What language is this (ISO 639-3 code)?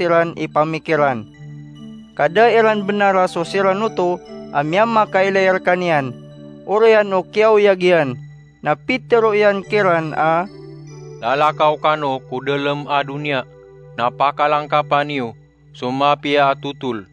mrw